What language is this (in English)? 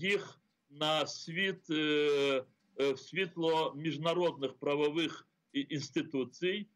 Crimean Tatar